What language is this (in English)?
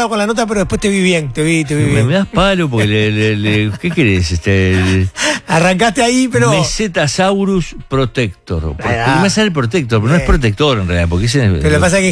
Spanish